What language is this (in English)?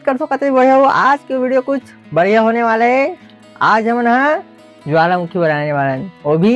Chhattisgarhi